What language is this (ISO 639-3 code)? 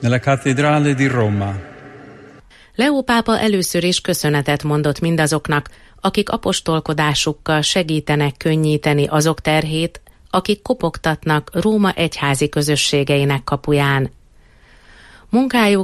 hun